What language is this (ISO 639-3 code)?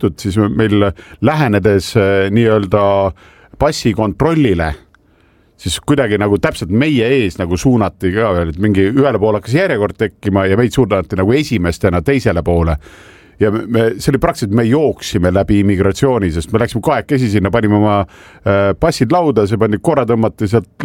est